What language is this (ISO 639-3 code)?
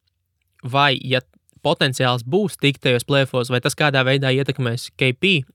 lav